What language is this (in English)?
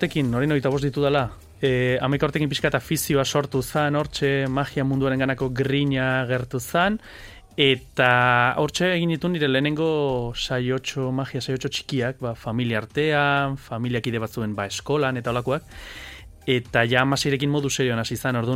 Basque